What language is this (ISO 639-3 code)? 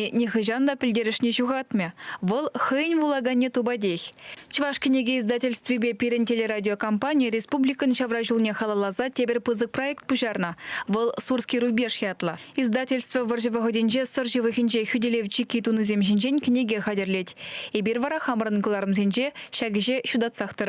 chv